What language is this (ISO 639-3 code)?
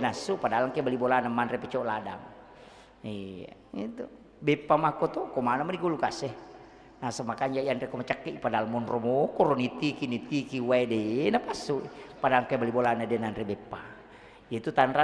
bug